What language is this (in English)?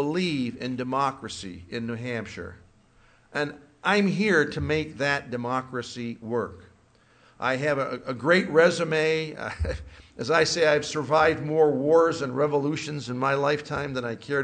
English